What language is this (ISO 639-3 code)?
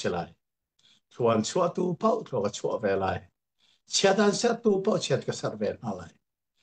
cnh